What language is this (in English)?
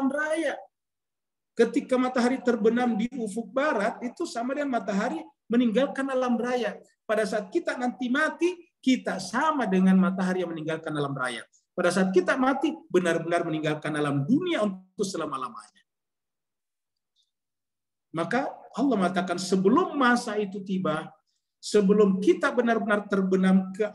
Indonesian